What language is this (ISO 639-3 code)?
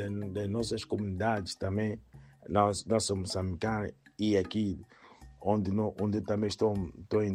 por